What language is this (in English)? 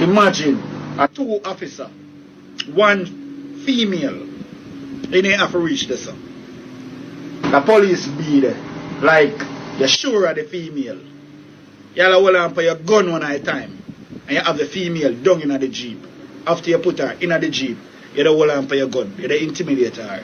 Jamaican Creole English